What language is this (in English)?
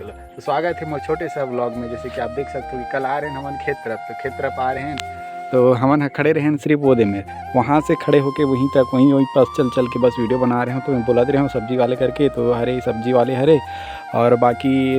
Chhattisgarhi